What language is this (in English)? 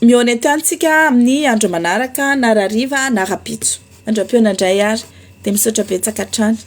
Malagasy